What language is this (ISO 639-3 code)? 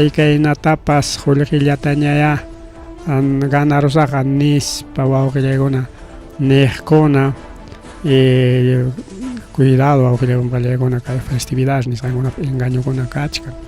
quy